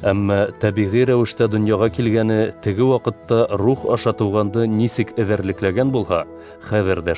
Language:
Bashkir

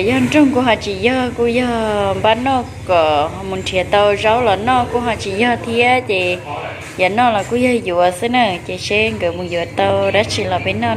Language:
Hmong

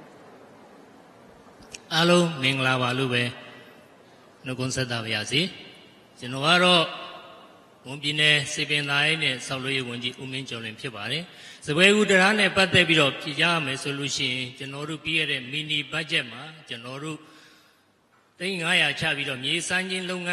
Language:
Burmese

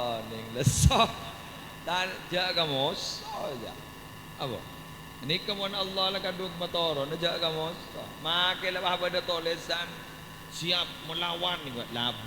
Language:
Madurese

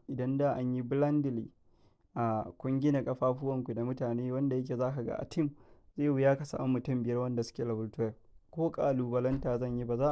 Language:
Hausa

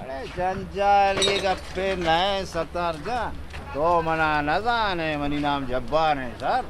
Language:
Eastern Balochi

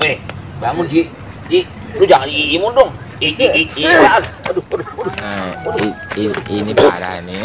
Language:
Betawi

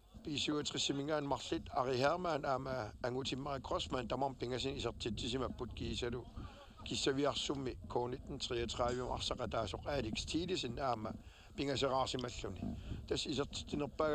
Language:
Kalaallisut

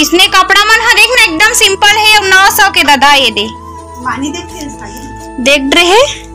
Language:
Chhattisgarhi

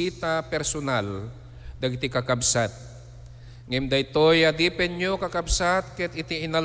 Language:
Iloko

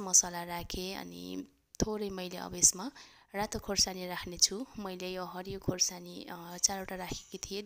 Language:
Nepali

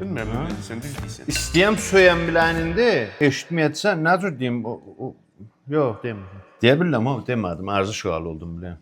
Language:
South Azerbaijani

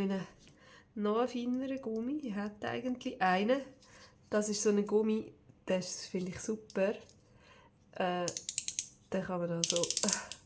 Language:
Swiss German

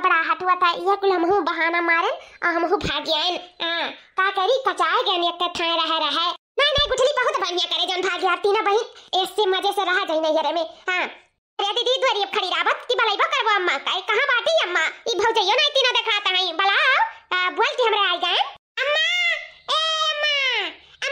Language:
Awadhi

